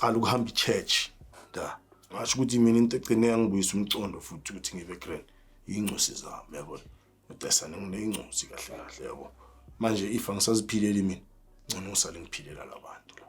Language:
Zulu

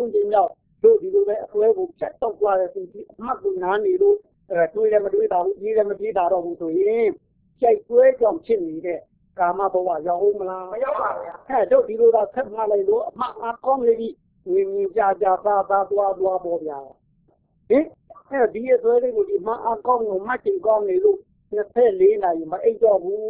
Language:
Burmese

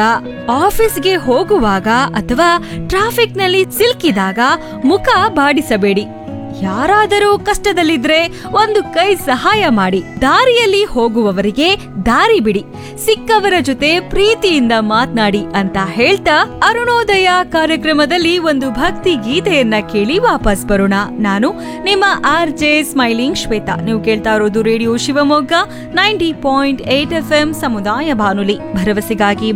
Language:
Kannada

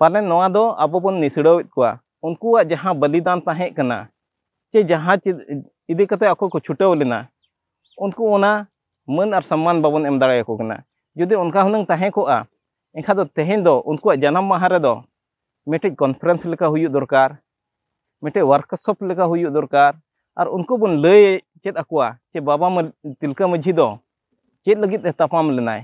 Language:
Santali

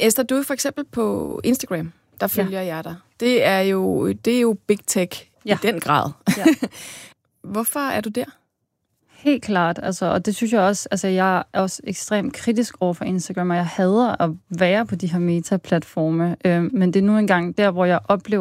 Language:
Danish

